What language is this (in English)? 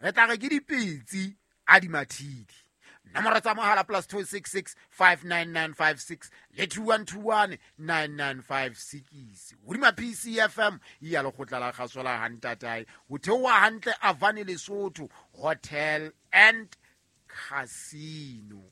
Southern Sotho